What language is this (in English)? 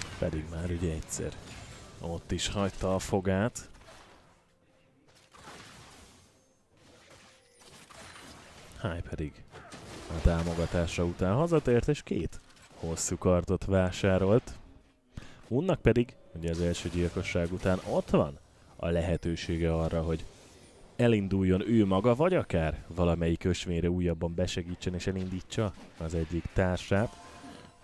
Hungarian